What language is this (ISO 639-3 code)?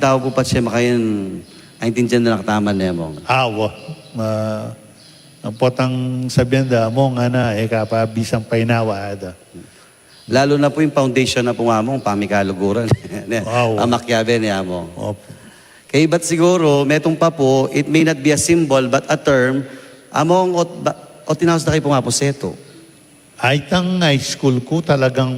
pam